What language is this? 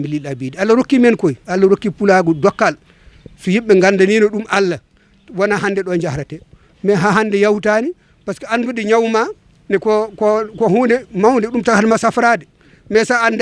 Fula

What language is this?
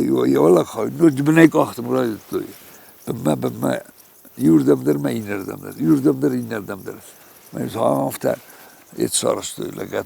Ossetic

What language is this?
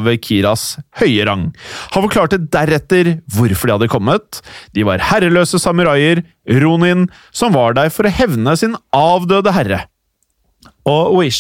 Norwegian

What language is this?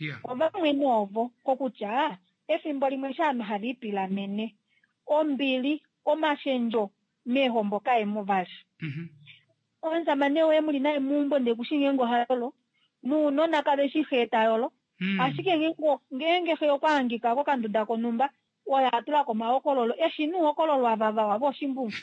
Kuanyama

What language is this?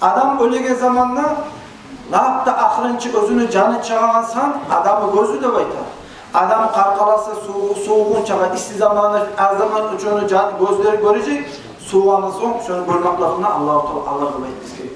Kumyk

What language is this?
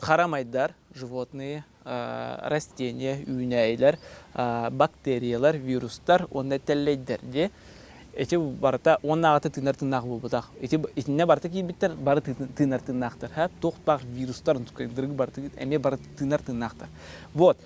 Yakut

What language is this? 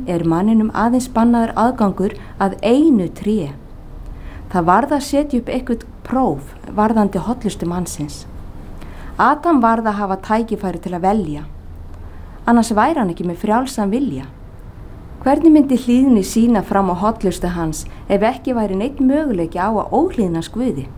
Icelandic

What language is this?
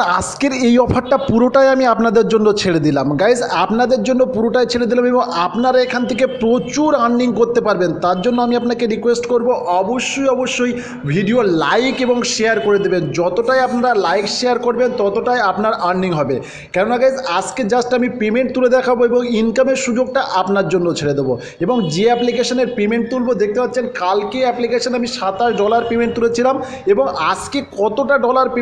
Bangla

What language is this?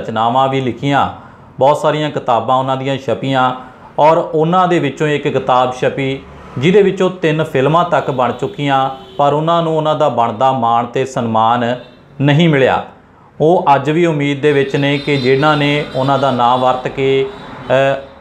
Punjabi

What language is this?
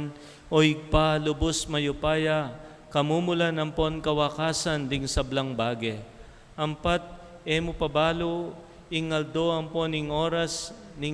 Pampanga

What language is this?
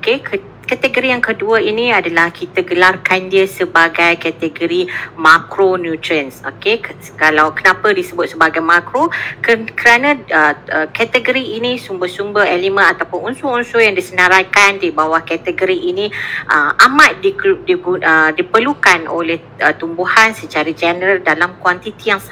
Malay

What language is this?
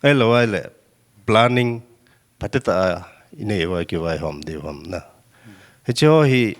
Paite Chin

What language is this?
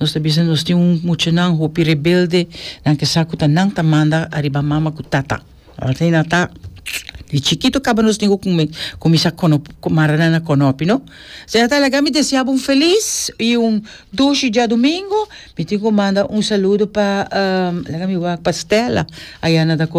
Papiamento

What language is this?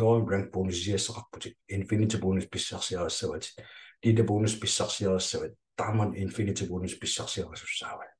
Kalaallisut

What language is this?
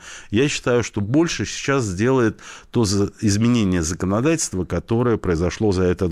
Russian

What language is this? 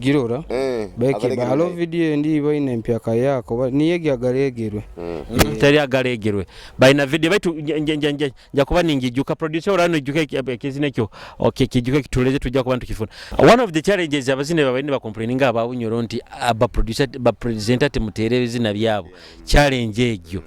Nyoro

